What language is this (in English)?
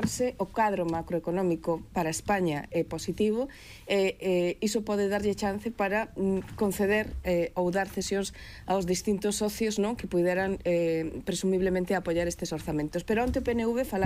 Galician